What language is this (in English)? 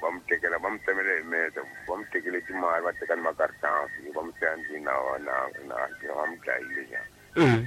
Tsonga